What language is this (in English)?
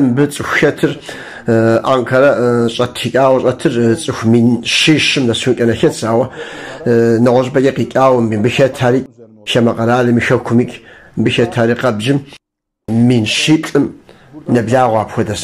Kabardian